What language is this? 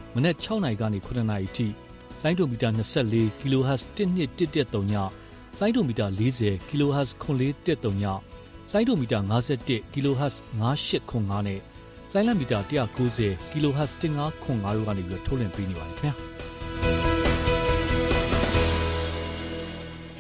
Burmese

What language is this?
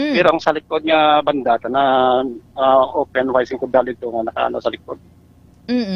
Hiligaynon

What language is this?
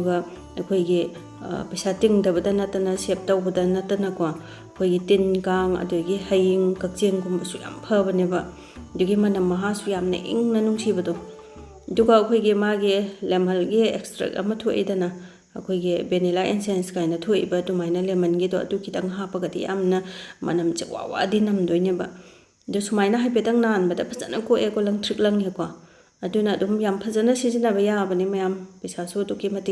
Manipuri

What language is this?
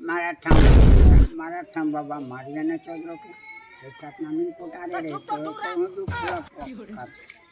Chhattisgarhi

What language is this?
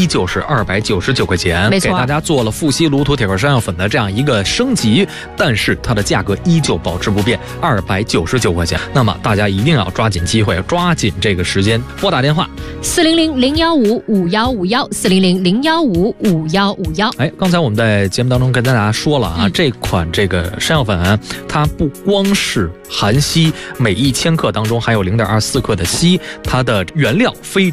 Chinese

